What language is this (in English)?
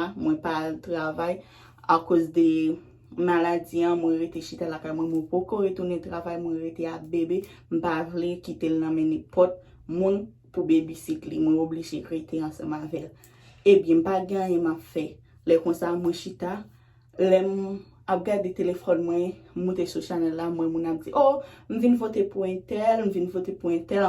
Haitian Creole